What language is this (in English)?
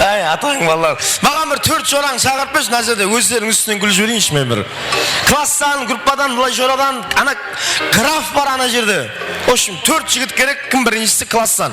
Kara-Kalpak